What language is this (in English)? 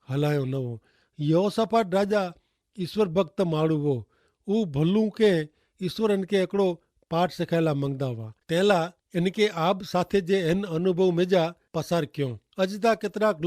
Kachhi